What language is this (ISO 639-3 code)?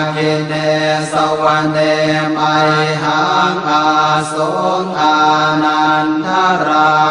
pli